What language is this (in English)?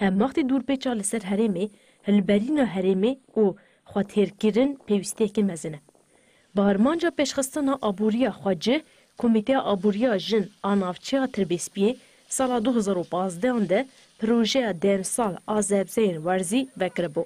Kurdish